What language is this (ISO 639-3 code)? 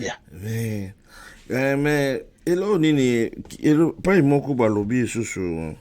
lin